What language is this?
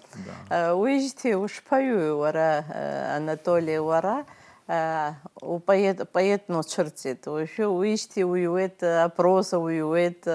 Abkhazian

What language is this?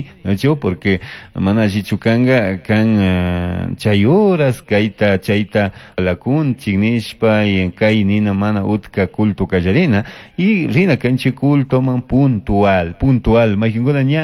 Chimborazo Highland Quichua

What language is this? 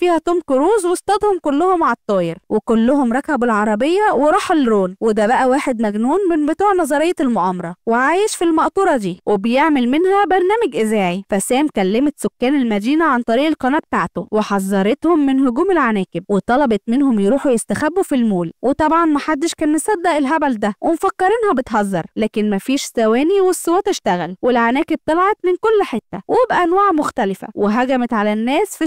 Egyptian Arabic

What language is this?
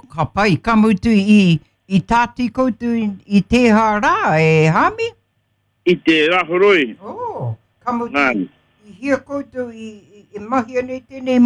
Māori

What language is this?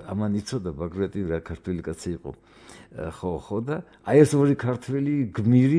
Georgian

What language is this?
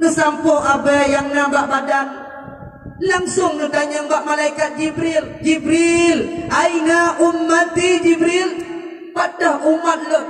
Achinese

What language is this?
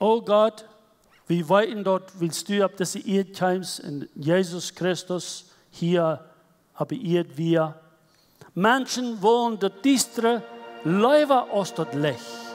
Plautdietsch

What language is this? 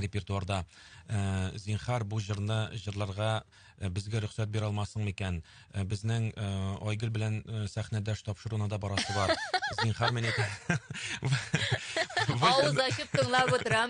Tatar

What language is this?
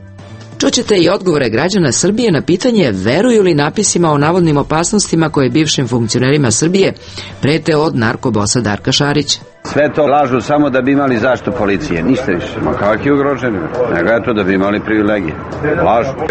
Serbian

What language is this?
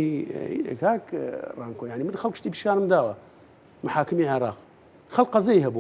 Central Kurdish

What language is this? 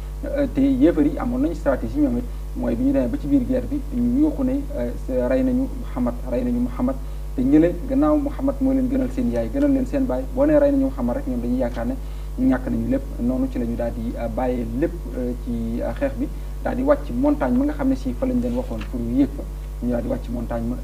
Wolof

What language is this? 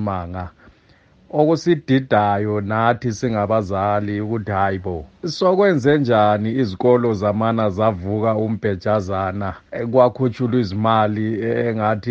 North Ndebele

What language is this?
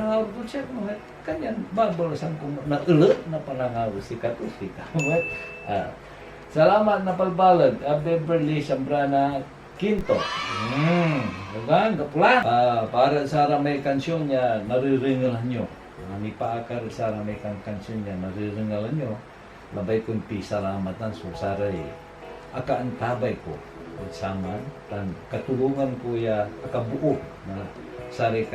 Pangasinan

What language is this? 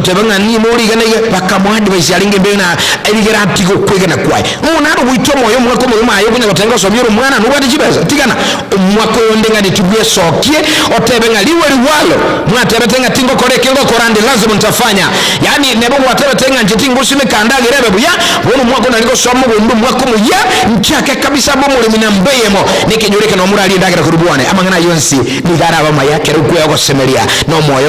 Gusii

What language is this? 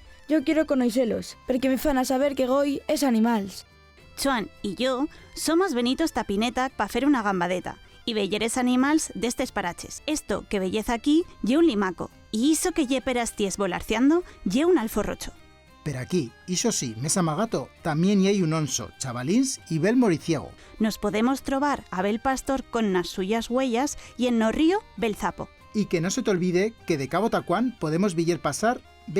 Aragonese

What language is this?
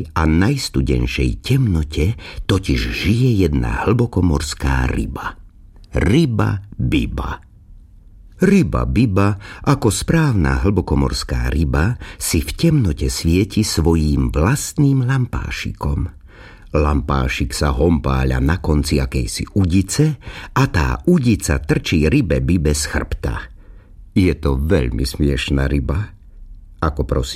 Slovak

